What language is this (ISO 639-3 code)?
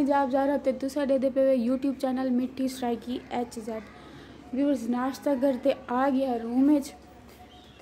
skr